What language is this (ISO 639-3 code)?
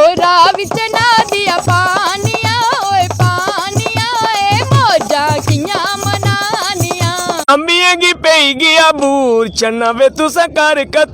doi